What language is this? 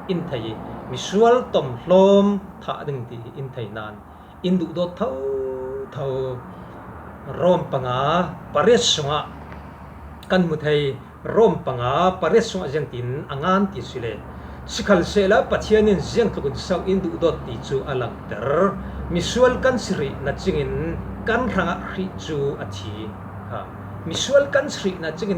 Falam Chin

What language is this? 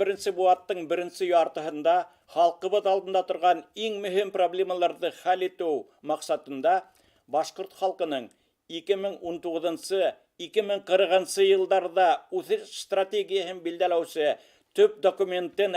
Bashkir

